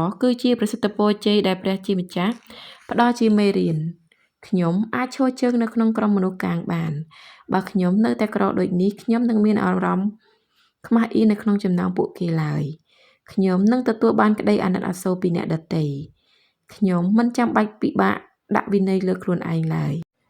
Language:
Khmer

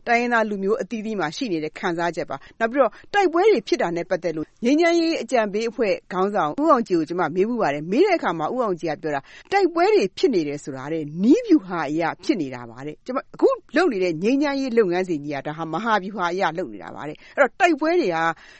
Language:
Burmese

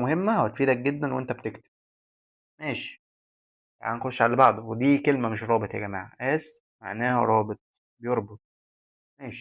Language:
Egyptian Arabic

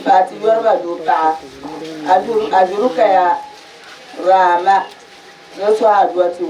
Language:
Dagbani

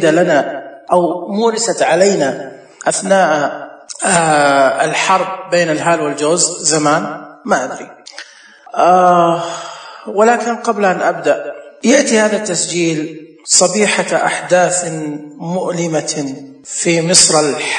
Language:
Najdi Arabic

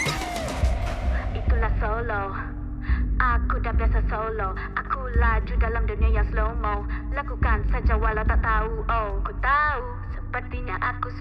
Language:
Malay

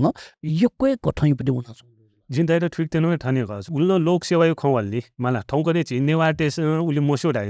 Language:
Newari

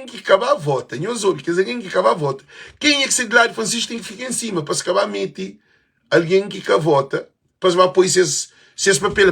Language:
Kabuverdianu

